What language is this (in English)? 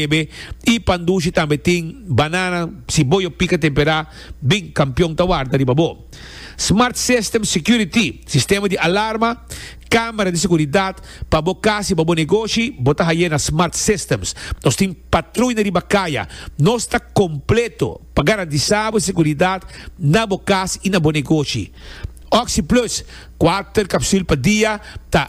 Papiamento